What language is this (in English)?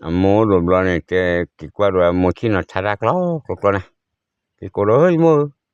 S'gaw Karen